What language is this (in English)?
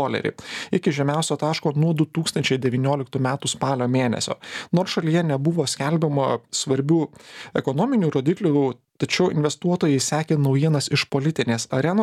Lithuanian